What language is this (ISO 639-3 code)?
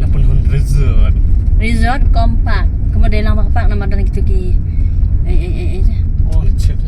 kha